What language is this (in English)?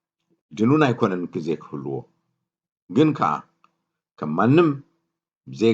Tigrinya